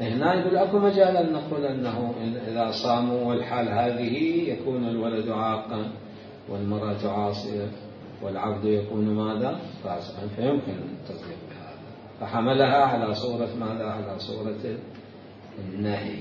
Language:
Mesopotamian Arabic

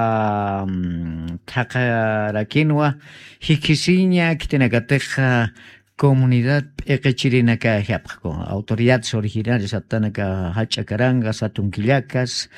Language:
Aymara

